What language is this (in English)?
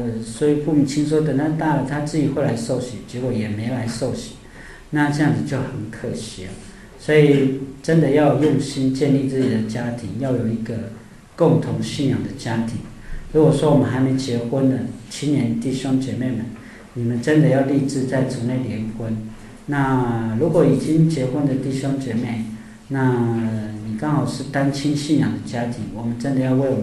Chinese